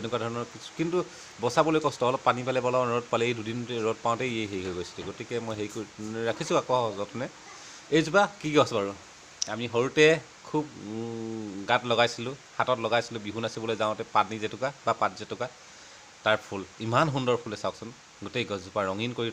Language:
Assamese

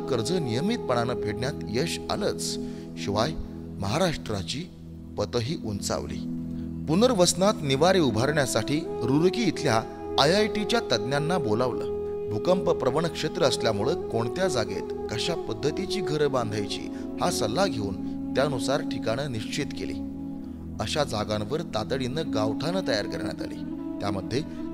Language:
Marathi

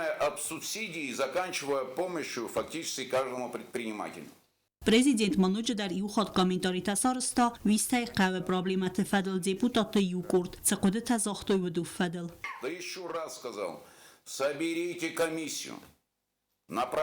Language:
Ossetic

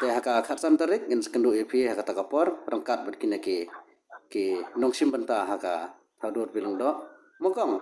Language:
Khasi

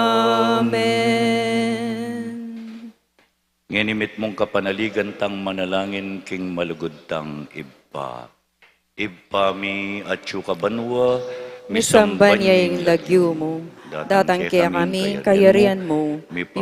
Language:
Pampanga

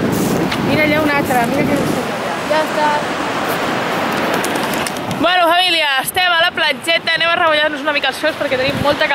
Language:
Catalan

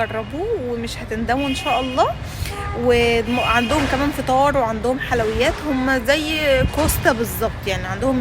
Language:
Egyptian Arabic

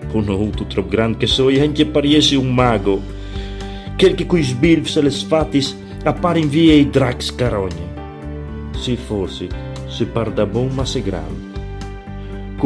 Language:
Friulian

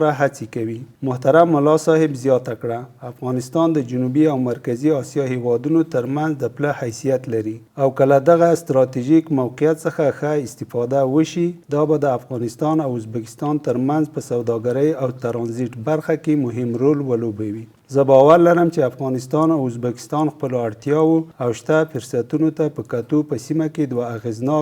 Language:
Pashto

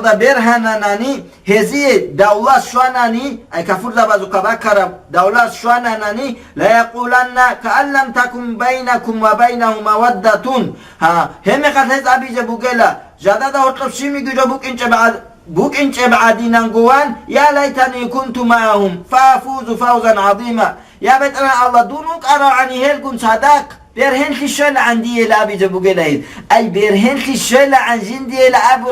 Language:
Avaric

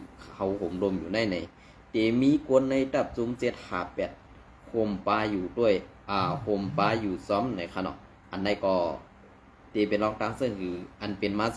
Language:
Shan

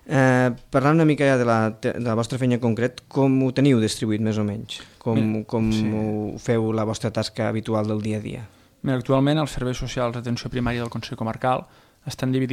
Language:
Catalan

